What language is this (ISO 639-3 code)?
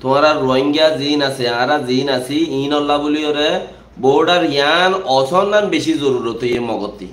rhg